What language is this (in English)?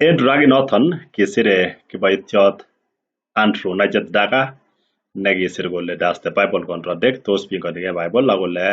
Kalenjin